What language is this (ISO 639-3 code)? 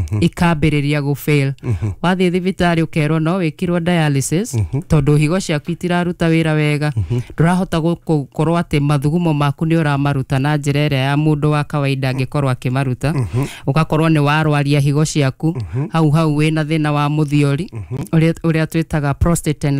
kik